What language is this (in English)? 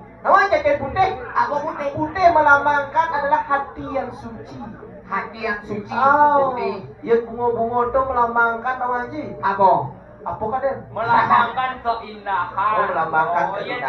Balinese